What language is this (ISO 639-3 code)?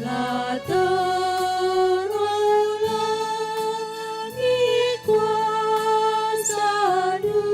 btx